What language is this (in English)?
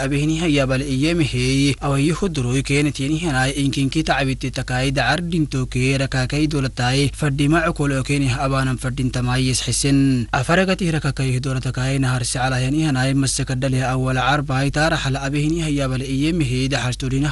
Afar